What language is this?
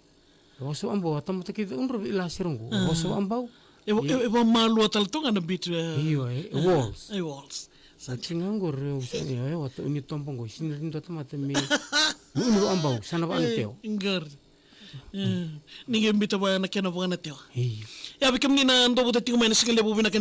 Fijian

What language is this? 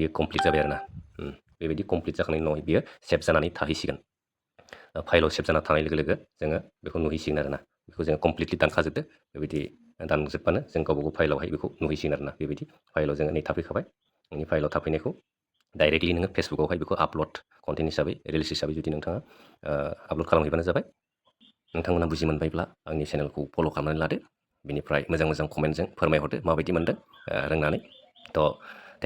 Bodo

